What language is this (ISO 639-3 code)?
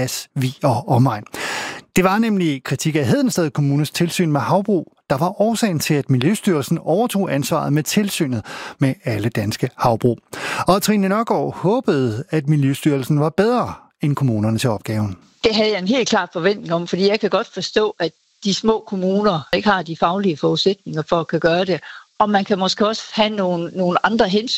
dan